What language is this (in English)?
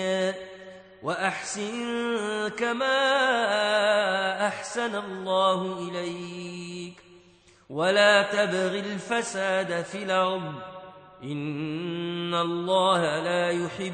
Arabic